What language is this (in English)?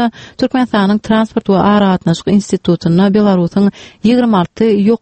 Turkmen